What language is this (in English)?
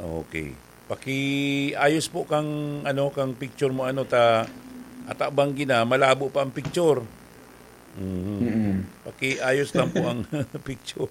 Bikol